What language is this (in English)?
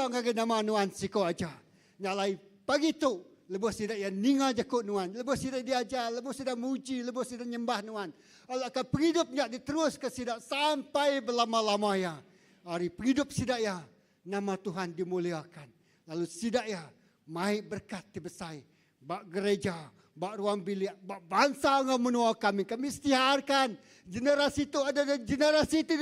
Iban